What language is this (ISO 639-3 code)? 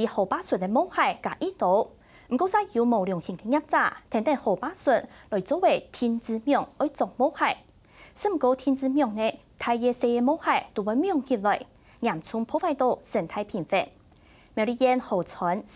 hak